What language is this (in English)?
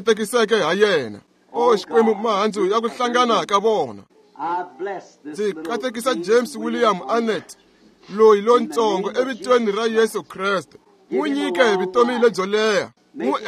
Tsonga